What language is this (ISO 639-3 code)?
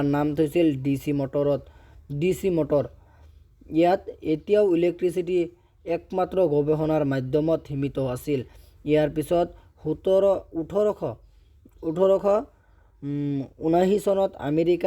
asm